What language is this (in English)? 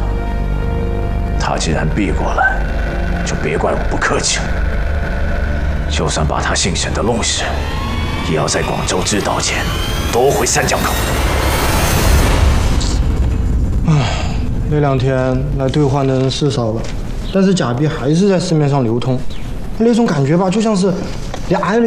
Chinese